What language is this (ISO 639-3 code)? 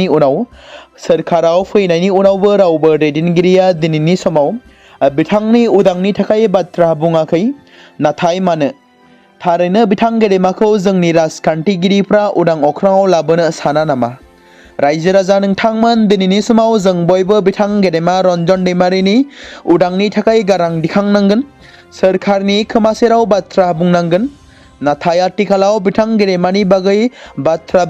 brx